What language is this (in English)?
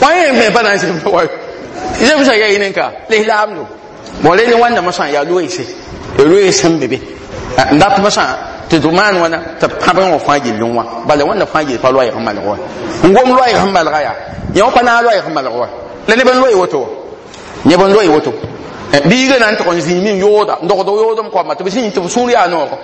Mossi